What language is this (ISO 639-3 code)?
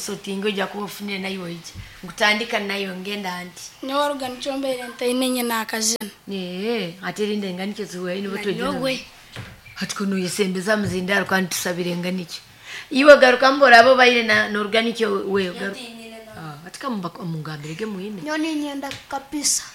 nyo